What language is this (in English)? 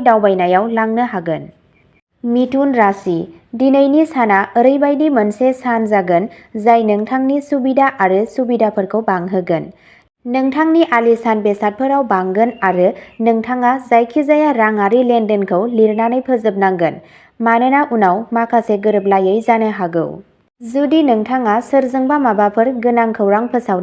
Bodo